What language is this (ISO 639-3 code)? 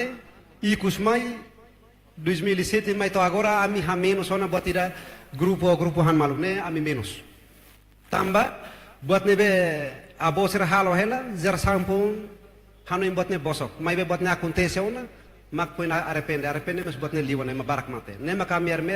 tet